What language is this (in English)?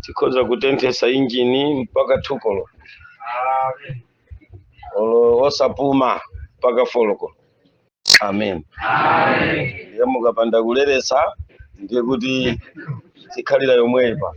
Nyanja